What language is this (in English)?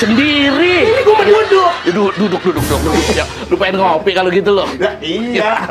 Betawi